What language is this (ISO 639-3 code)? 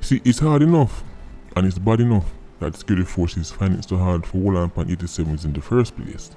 jam